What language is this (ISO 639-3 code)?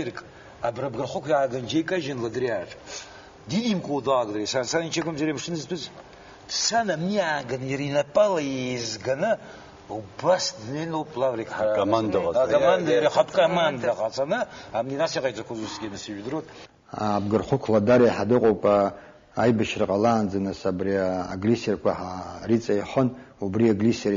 abk